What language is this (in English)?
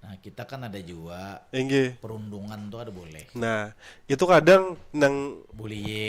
Banjar